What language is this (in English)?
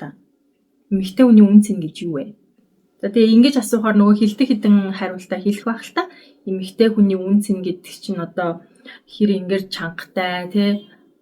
Mongolian